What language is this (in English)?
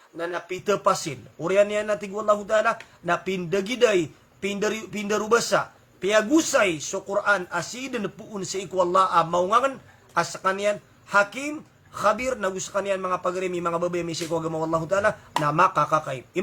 Maranao